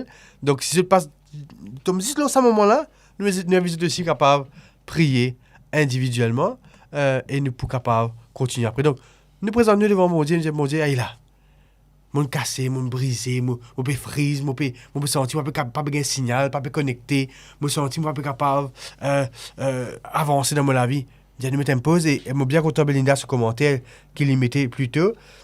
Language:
Morisyen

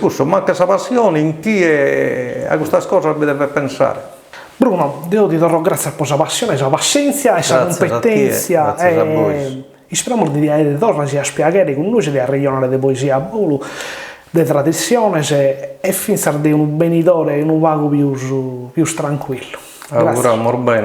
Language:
Sardinian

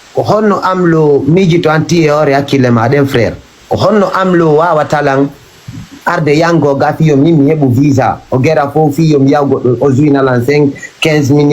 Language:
Fula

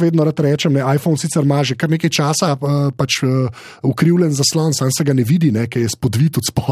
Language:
Slovenian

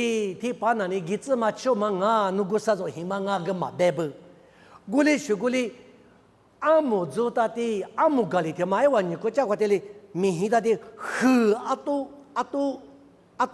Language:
Lisu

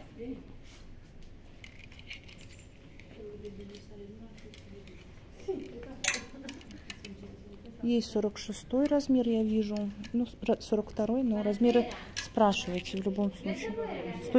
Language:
Russian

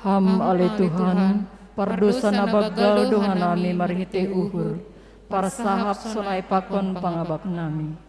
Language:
Batak Simalungun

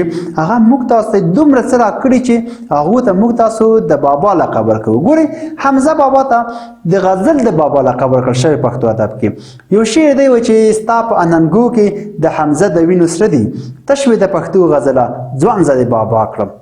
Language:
Pashto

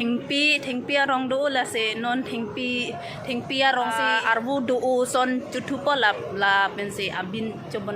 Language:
Karbi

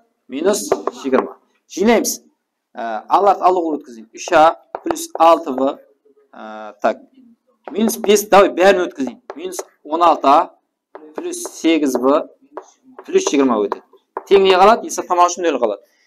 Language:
Kara-Kalpak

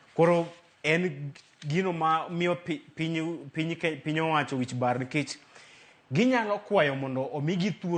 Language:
Luo (Kenya and Tanzania)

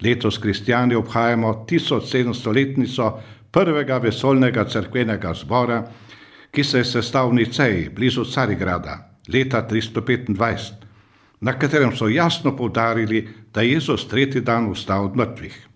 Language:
Slovenian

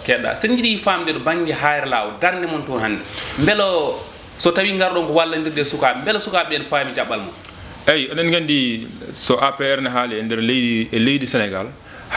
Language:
Fula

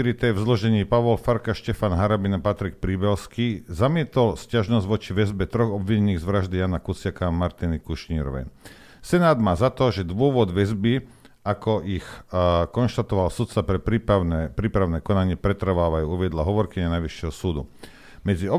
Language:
Slovak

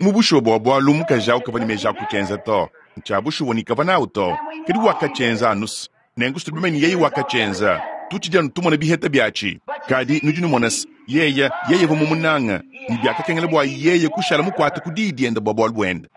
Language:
Luba-Lulua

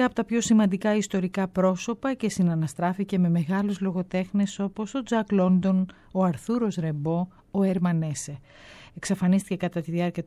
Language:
Greek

